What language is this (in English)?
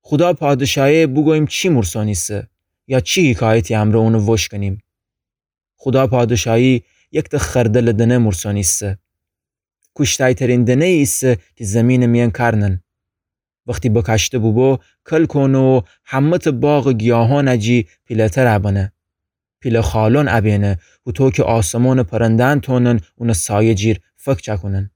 Gilaki